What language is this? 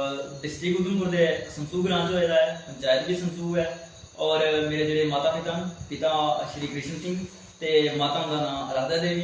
Dogri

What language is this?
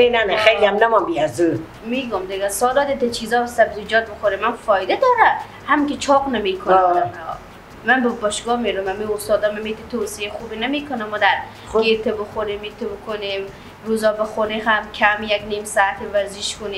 Persian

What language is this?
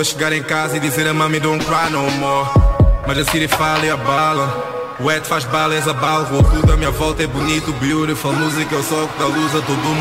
Portuguese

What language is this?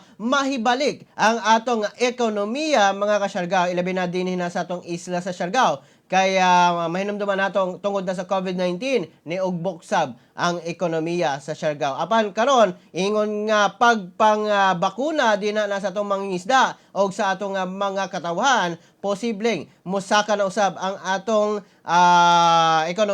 Cebuano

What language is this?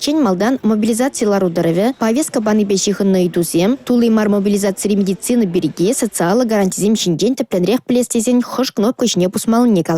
Chuvash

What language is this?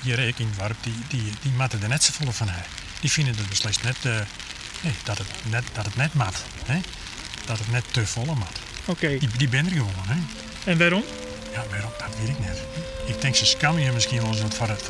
Western Frisian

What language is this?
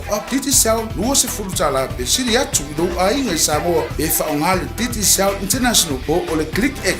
Samoan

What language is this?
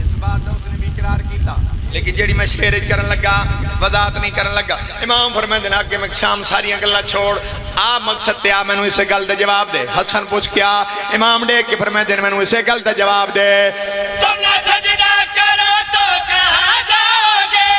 Pahari-Potwari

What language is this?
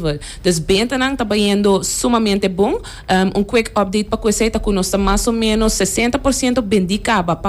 Papiamento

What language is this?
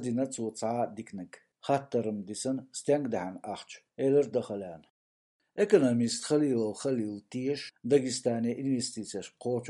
Chechen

